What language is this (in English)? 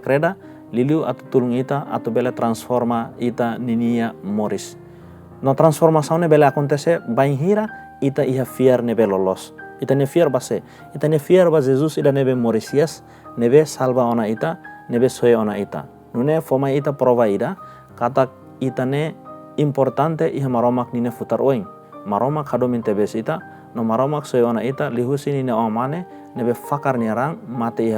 Tetum